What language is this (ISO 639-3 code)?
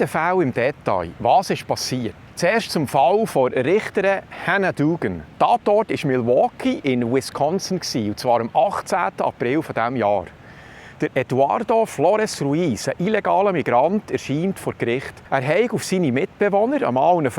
gsw